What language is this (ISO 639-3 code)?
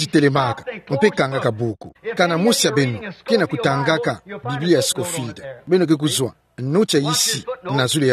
ktu